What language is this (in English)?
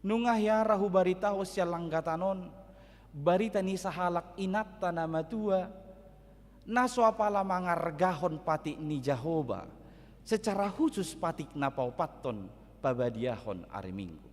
Batak Toba